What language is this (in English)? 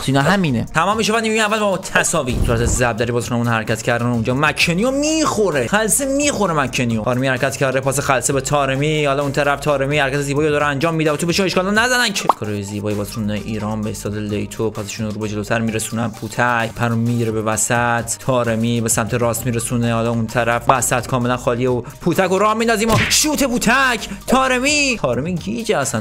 Persian